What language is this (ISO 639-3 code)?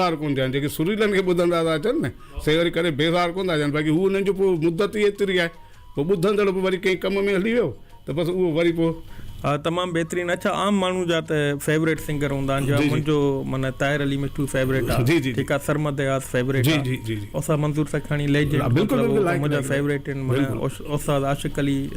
snd